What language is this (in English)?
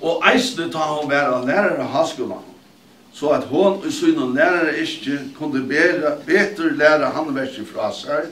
Faroese